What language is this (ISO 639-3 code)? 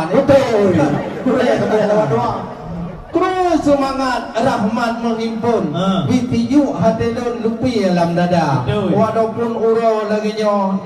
ace